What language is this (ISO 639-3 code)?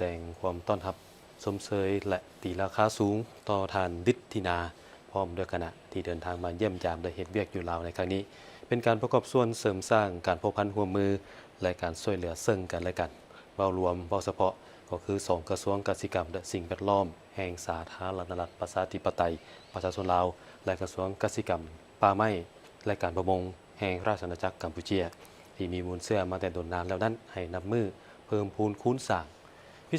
lao